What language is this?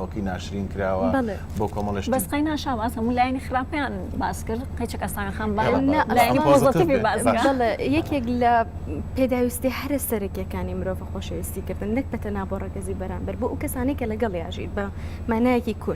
Central Kurdish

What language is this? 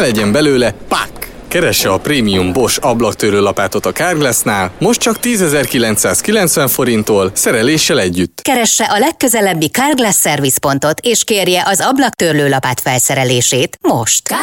Hungarian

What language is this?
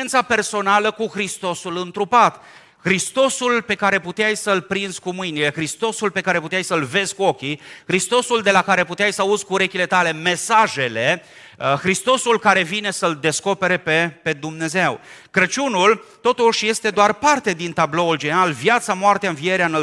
Romanian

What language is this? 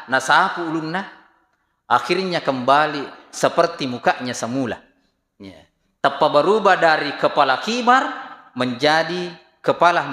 Buginese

